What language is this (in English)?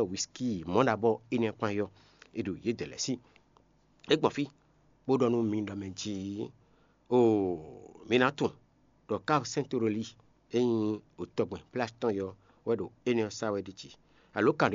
Fon